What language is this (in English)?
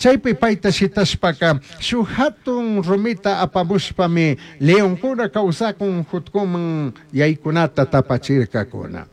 Chimborazo Highland Quichua